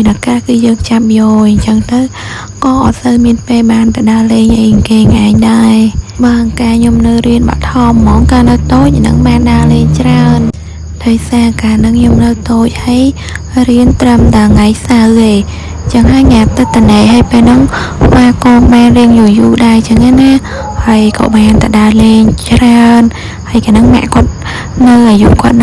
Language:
Khmer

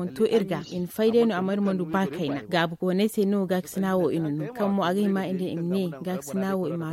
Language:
Zarma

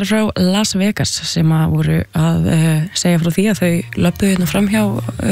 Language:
Icelandic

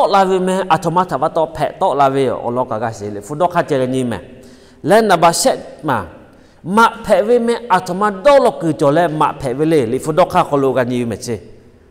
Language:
Lahu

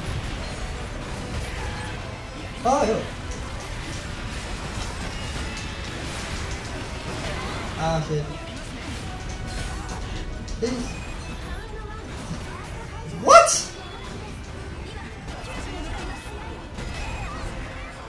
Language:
English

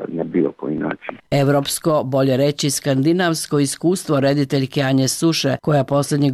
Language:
Serbian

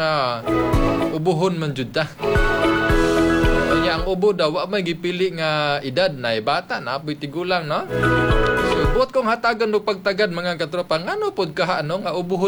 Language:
Cebuano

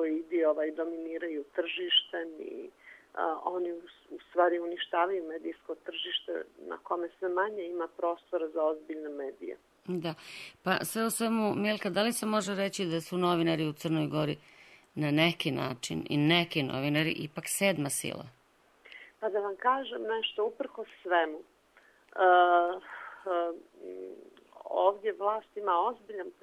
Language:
Serbian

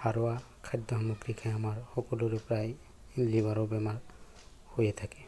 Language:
Assamese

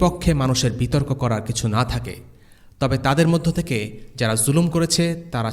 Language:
Bangla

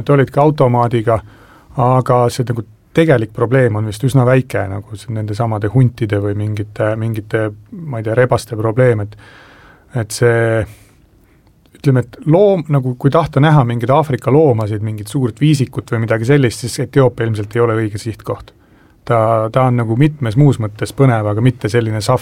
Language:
Estonian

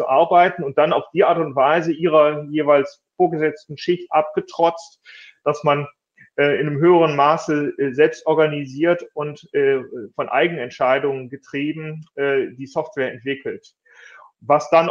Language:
German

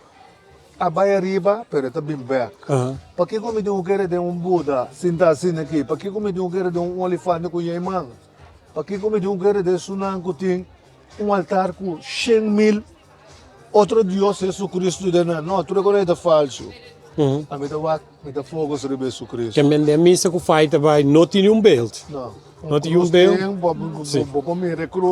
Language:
Papiamento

